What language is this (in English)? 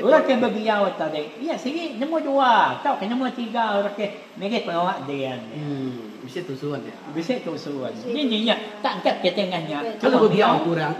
Iban